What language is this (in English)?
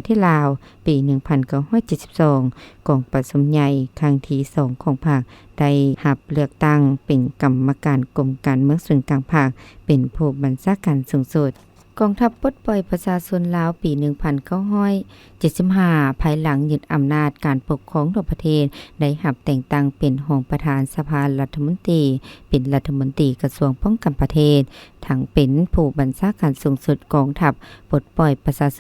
Lao